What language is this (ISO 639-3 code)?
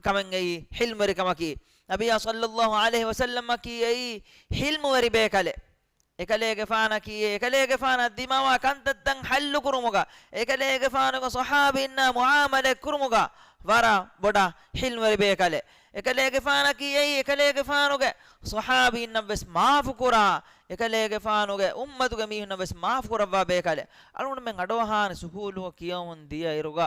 div